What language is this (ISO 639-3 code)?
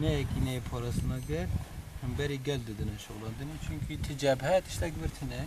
kur